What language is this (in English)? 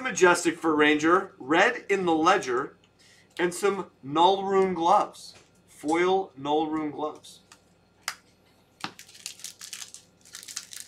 English